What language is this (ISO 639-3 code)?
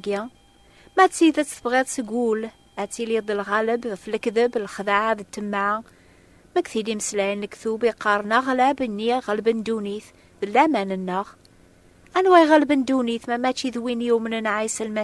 kab